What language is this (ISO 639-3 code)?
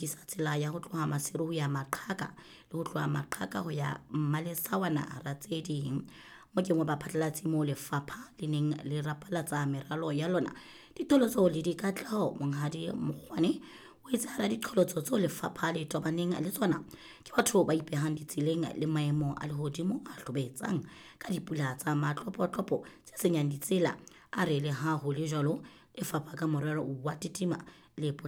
sot